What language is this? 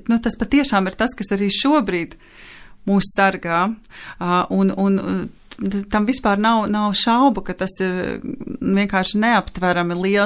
Latvian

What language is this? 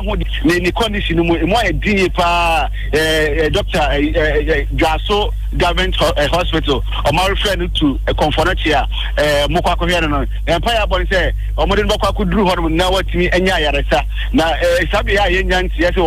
Akan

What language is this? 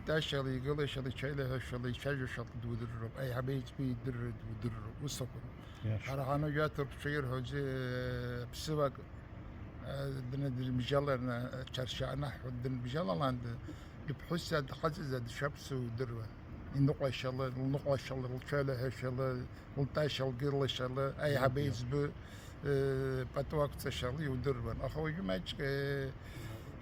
Abkhazian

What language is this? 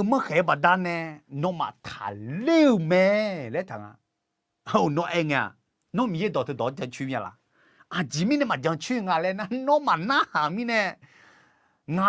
Akha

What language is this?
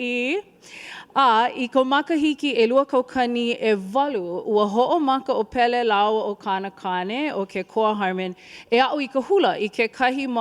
Hawaiian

